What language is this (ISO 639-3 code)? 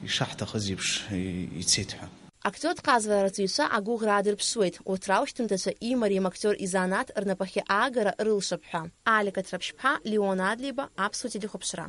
abk